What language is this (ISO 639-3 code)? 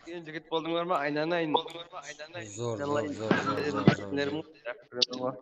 kaa